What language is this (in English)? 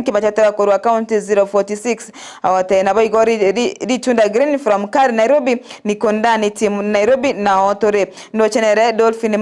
Gusii